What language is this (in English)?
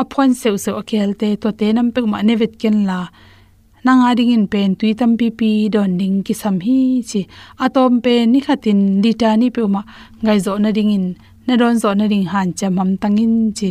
Tedim Chin